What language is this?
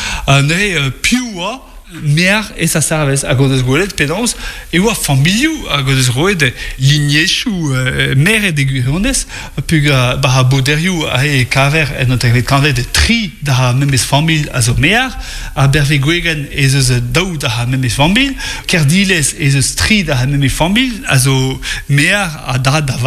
Breton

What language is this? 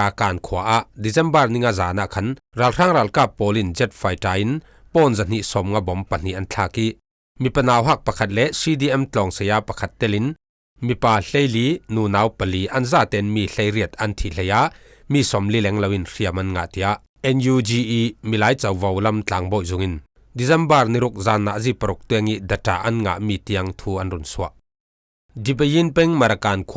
Falam Chin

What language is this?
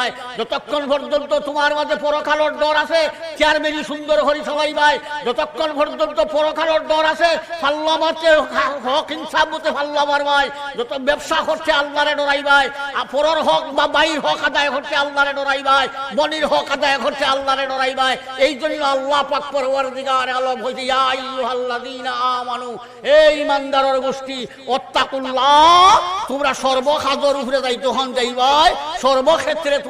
Sylheti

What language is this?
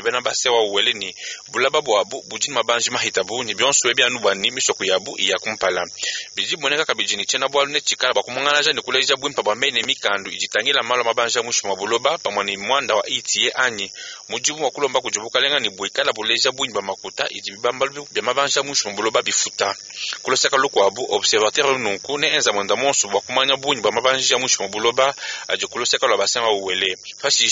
Luba-Lulua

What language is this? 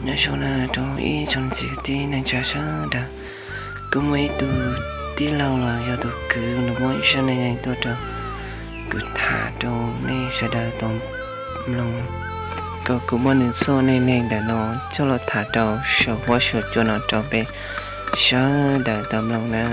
Hmong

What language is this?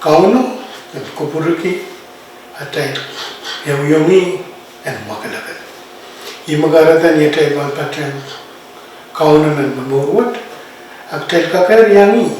Pohnpeian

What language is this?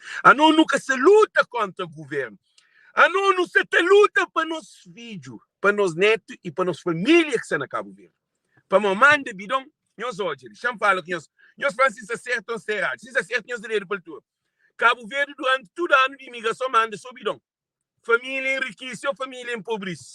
Kabuverdianu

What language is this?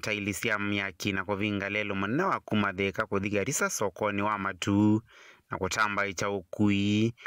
Kamba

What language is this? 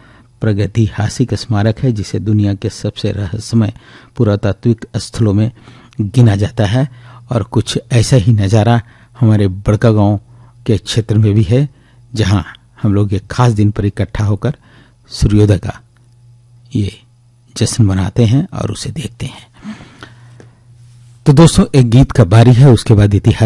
Hindi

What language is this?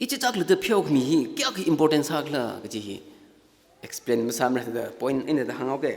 Tangkhul Naga (India)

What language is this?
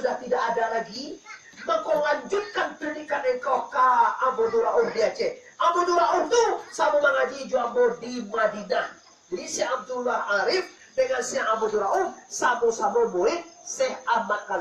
Minangkabau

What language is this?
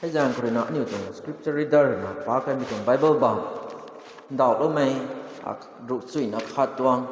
Rongmei Naga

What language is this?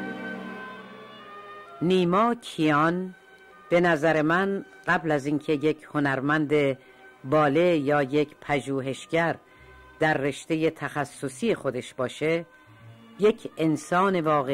Persian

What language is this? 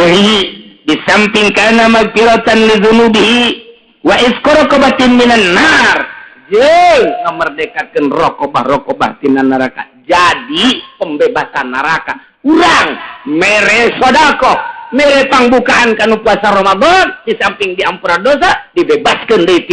Sundanese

